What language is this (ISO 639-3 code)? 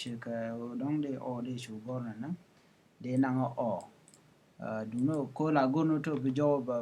nus